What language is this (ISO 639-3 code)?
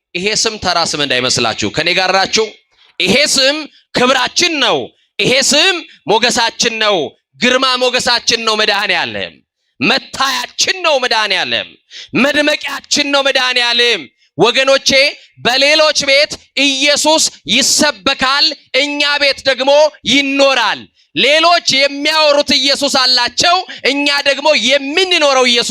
amh